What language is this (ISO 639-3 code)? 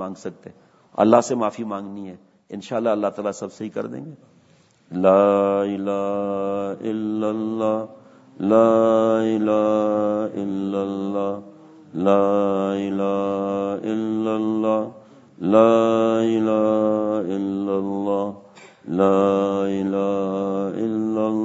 urd